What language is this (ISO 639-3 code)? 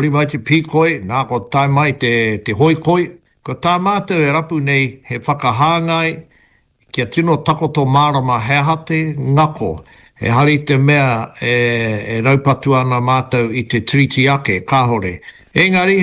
mri